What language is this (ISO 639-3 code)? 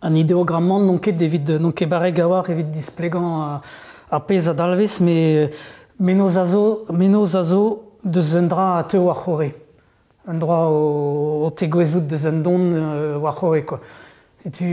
bre